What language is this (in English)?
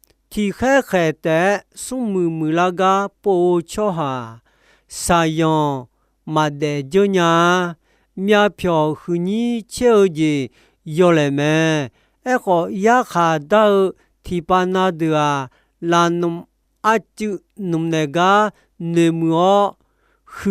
Akha